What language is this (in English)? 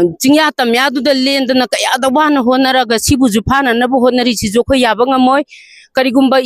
Manipuri